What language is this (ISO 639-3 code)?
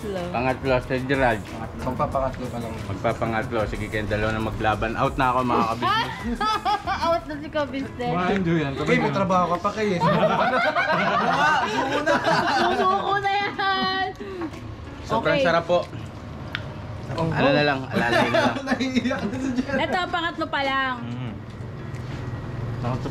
fil